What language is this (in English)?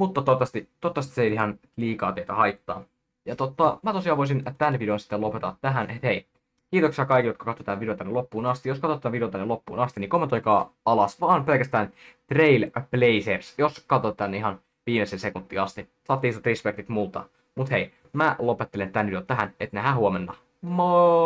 Finnish